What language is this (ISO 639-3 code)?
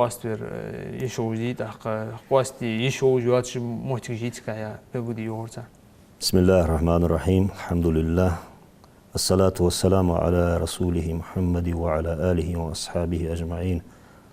inh